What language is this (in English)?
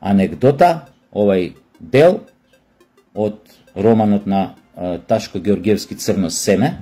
Macedonian